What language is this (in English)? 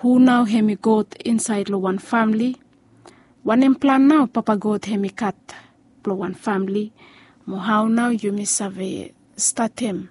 Bislama